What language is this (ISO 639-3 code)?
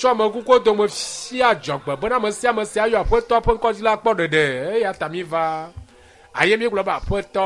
ewe